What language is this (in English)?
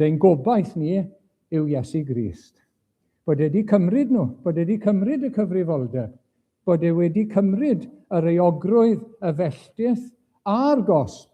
Welsh